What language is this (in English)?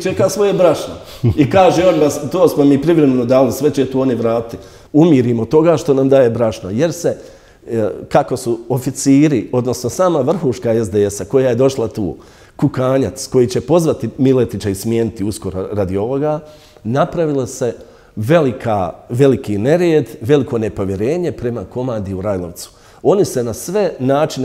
Bosnian